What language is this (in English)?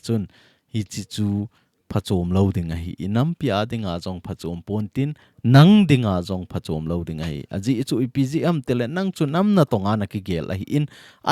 Thado Chin